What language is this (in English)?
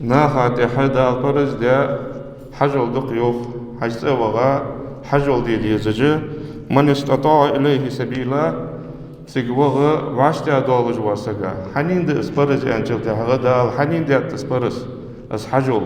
Ingush